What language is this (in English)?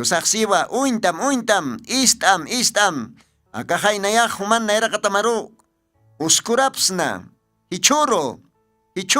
Aymara